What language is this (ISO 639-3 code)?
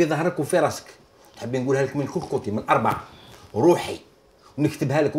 arq